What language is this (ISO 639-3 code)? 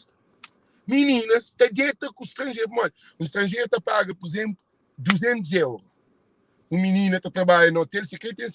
kea